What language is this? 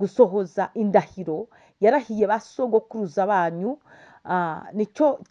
Kinyarwanda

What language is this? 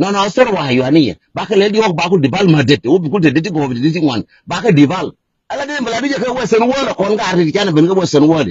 Nuer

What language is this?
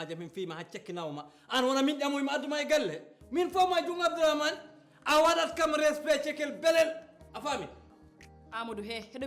Fula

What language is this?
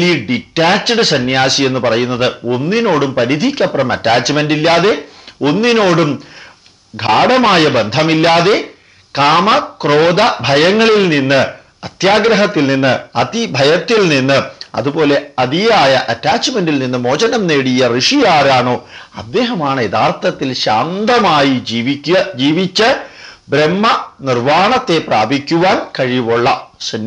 Malayalam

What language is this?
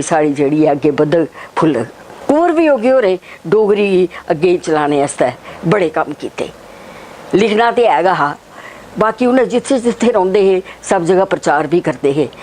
Dogri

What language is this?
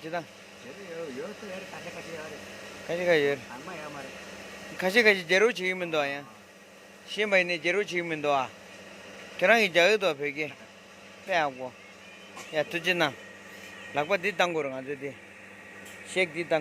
Tibetan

